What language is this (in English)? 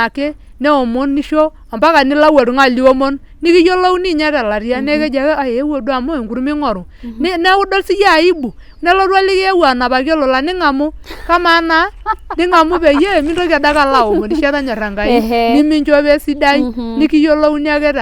Masai